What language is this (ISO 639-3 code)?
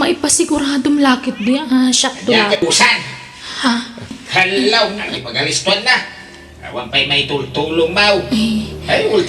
ilo